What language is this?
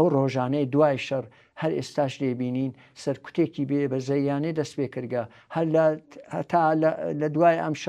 Central Kurdish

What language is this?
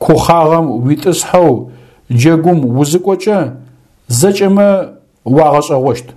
Adyghe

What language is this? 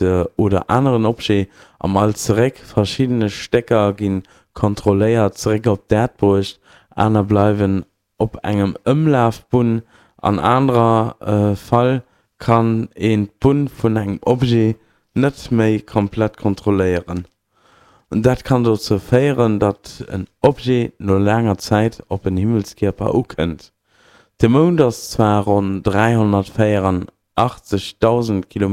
Luxembourgish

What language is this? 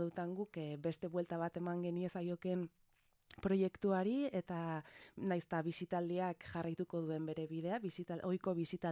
Basque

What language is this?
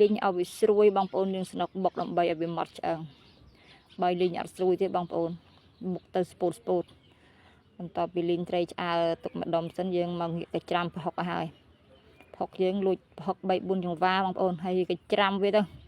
Khmer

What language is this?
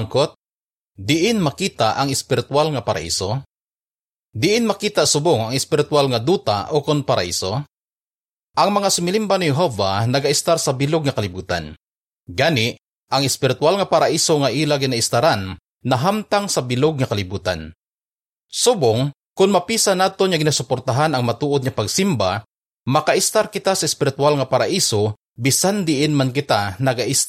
Hiligaynon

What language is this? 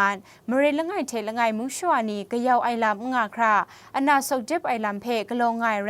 Kachin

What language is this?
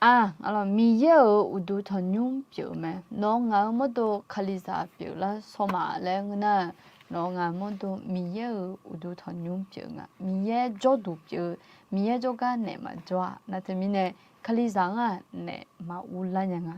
Akha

